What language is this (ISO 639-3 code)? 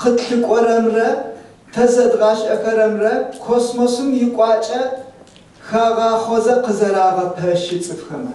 ady